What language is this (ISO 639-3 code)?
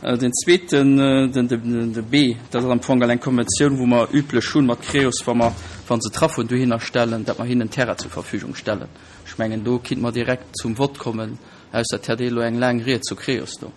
ltz